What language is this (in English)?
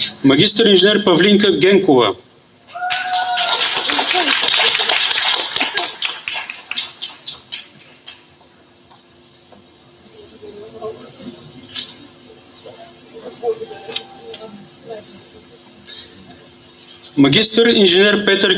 Bulgarian